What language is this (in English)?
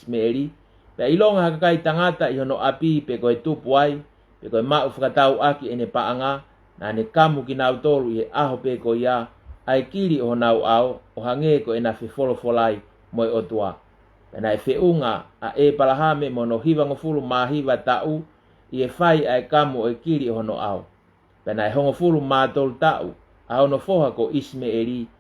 Tongan